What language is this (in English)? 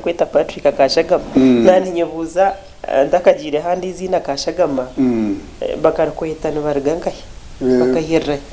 Nyankole